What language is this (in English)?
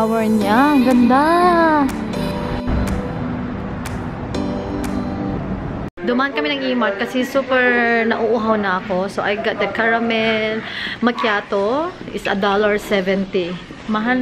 Filipino